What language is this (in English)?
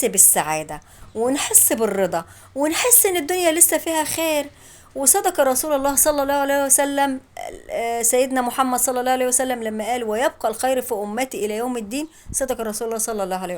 Egyptian Arabic